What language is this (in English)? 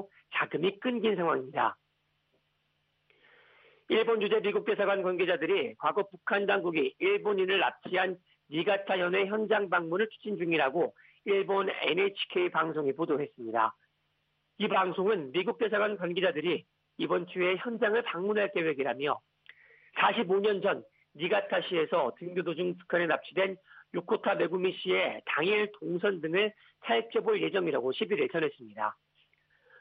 Korean